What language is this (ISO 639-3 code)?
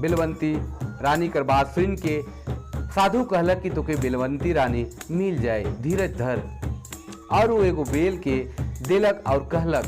sck